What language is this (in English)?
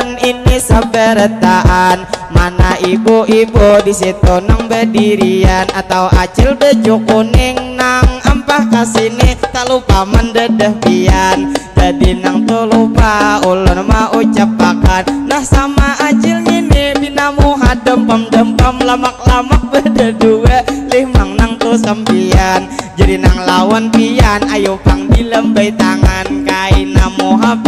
Banjar